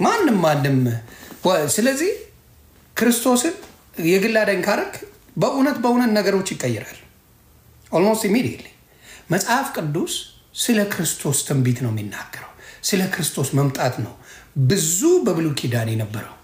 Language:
Amharic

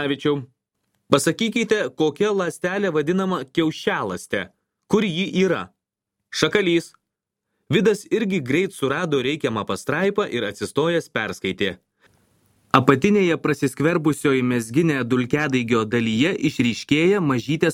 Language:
Lithuanian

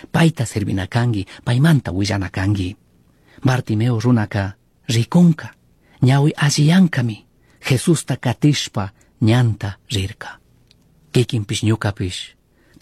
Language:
Chimborazo Highland Quichua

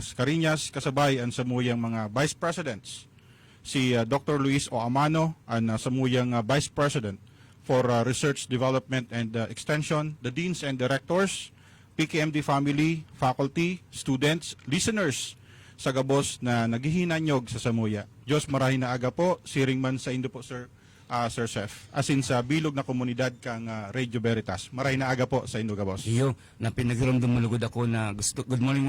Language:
Bikol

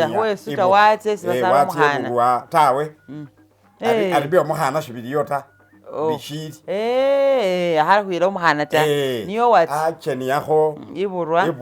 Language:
Masaaba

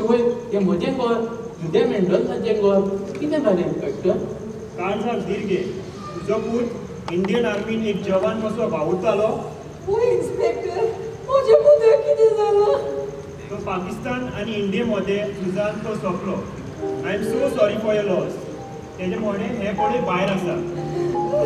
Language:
Konkani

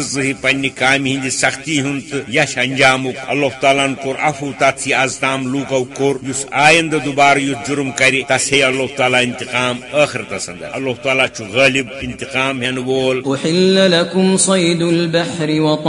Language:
Kashmiri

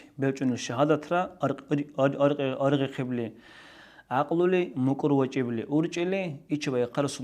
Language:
Dargwa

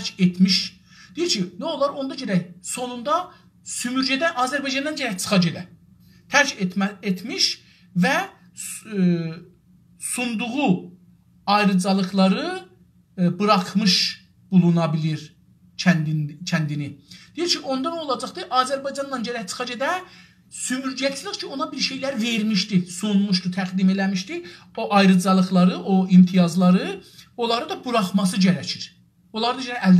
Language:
South Azerbaijani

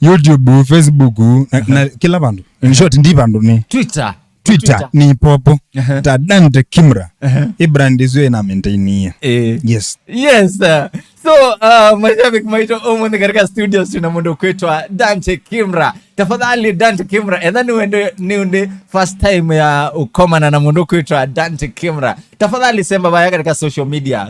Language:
Kamba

